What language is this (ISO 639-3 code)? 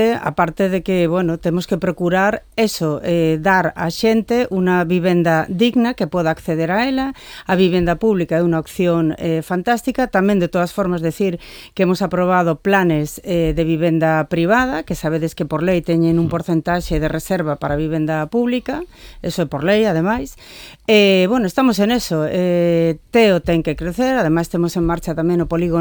glg